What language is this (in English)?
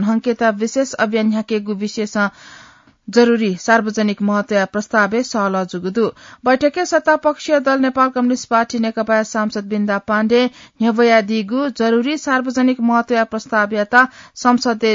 Newari